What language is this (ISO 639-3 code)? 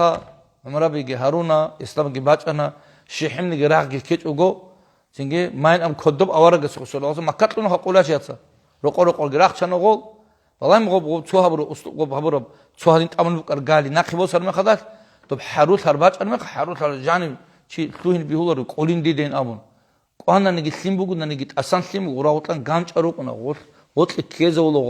ava